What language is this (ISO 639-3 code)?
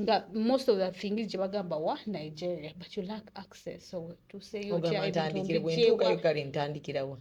lug